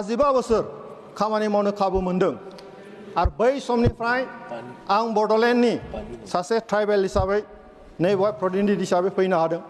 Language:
Bodo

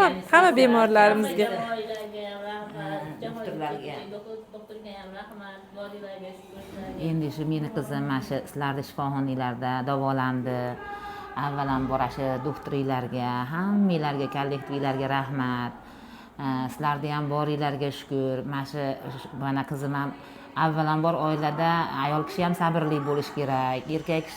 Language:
Uzbek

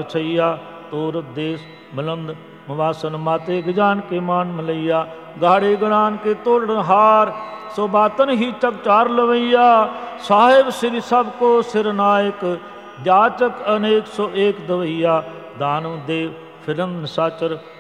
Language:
Punjabi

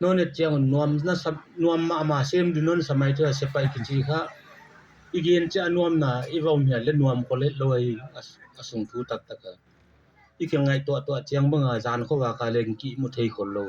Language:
Tedim Chin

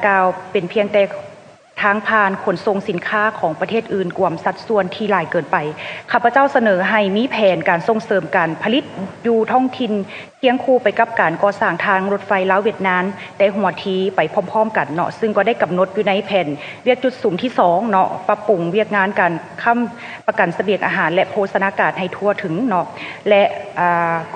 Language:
Lao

